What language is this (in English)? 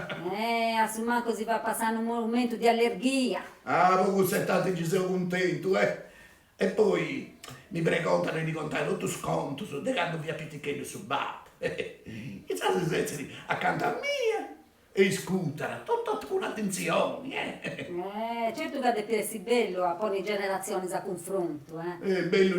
Sardinian